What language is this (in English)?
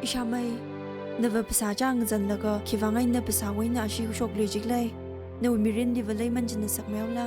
Tangkhul Naga (India)